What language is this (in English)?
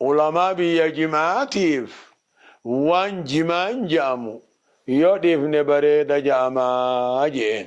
Oromo